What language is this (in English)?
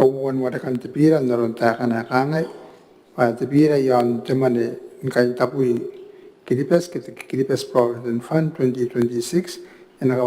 Gilbertese